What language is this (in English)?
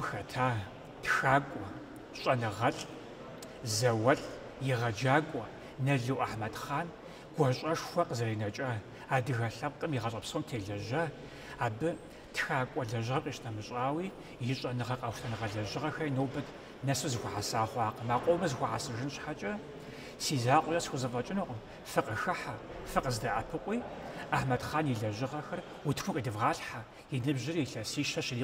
Kabardian